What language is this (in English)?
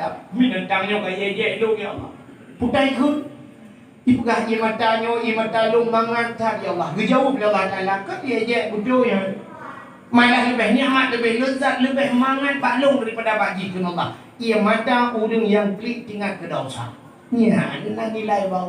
Achinese